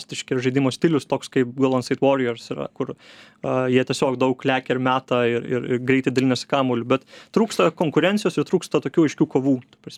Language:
Lithuanian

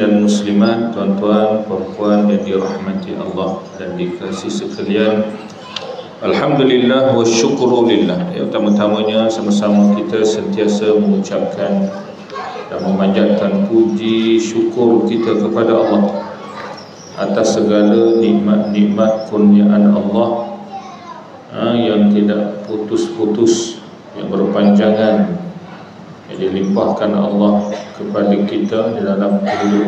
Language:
Malay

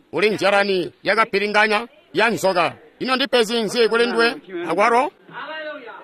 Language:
Tonga (Zambia)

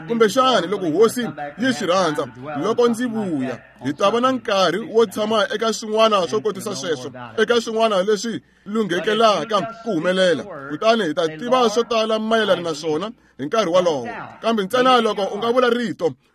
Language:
Tsonga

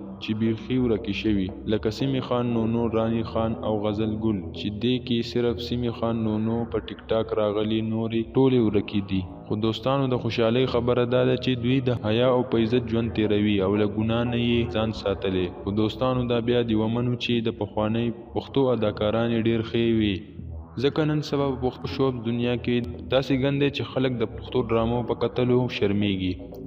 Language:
Pashto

